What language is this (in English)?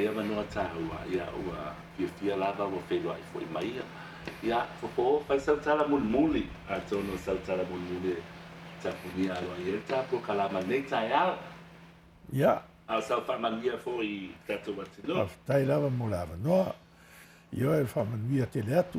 Samoan